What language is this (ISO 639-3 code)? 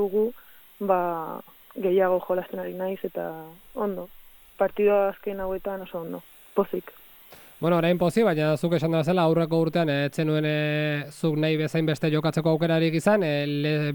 eus